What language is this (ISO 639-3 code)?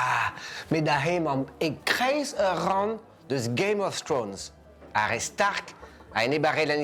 bre